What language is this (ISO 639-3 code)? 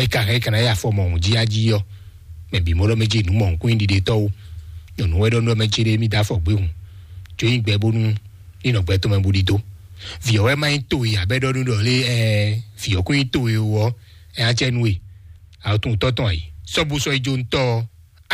fon